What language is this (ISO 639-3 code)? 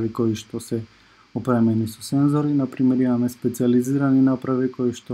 mkd